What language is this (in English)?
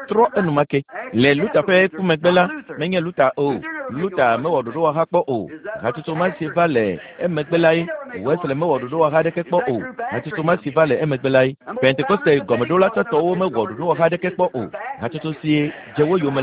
Ewe